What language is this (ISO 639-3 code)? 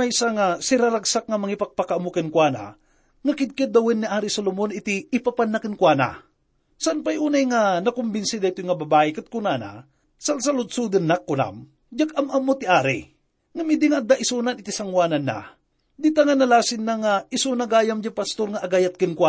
ilo